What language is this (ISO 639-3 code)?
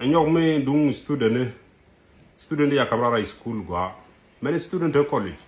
nus